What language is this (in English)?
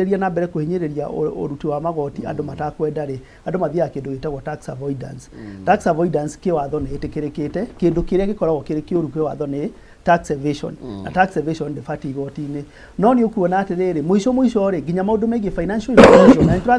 Kikuyu